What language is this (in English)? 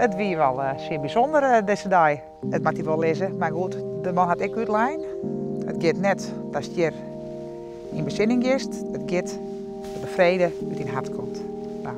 Western Frisian